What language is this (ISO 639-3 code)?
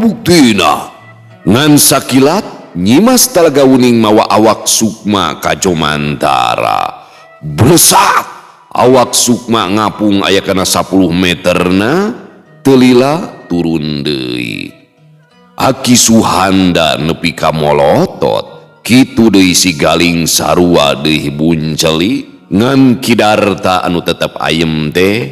sun